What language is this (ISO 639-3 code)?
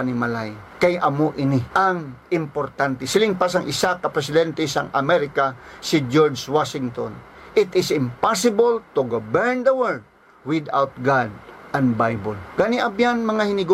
hil